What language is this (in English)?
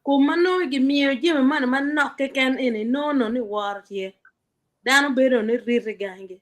Acoli